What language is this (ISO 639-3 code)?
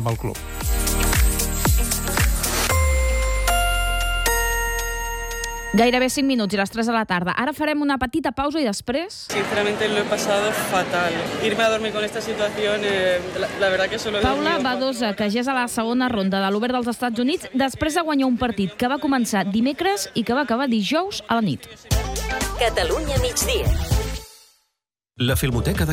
cat